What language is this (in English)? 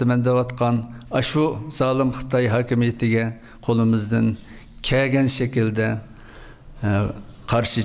Uyghur